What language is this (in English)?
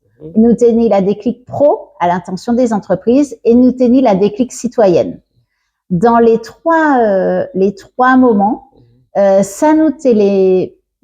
Guadeloupean Creole French